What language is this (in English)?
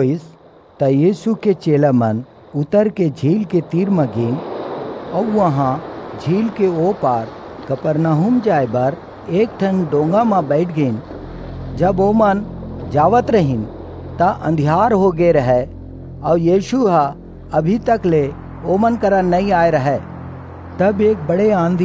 Chhattisgarhi